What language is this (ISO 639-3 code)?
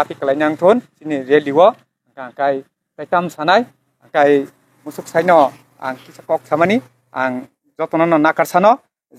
trp